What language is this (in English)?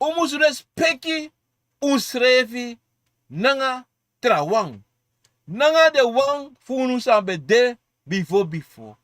Sranan Tongo